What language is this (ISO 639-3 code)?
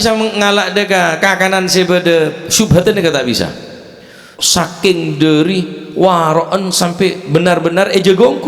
mad